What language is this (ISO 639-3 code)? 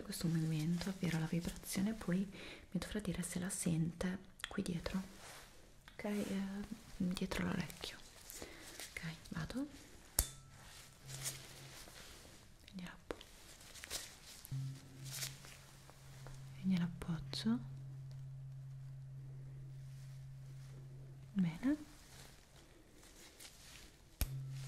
ita